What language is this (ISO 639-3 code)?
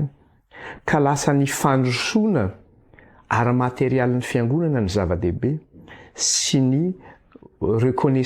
mlg